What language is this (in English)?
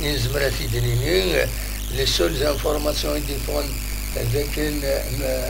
Kabyle